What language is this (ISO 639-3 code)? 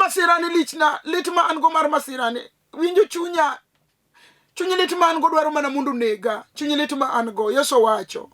luo